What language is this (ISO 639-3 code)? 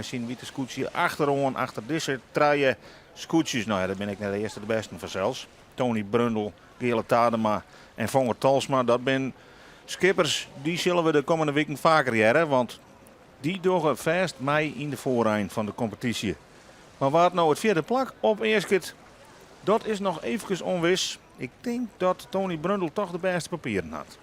fry